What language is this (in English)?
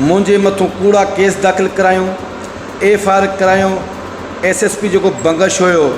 Sindhi